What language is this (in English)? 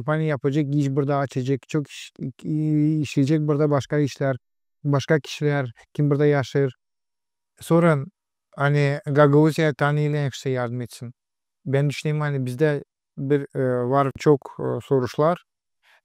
Gagauz